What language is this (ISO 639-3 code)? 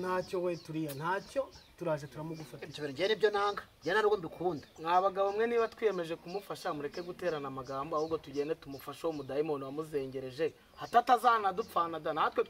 kin